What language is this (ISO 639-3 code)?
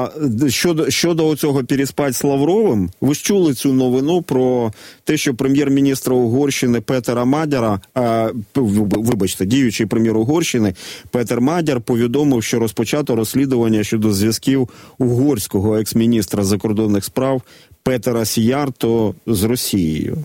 ukr